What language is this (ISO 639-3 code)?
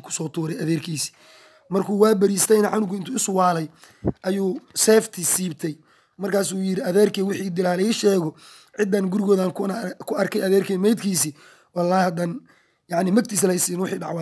som